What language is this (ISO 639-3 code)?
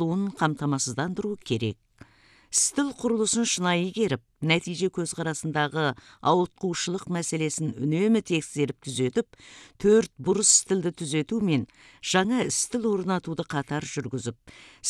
kaz